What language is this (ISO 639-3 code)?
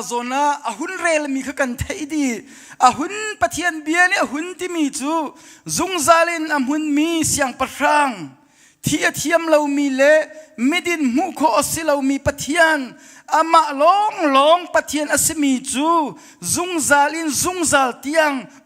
cnh